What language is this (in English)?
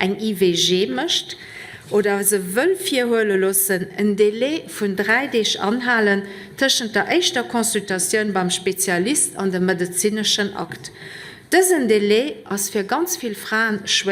Luxembourgish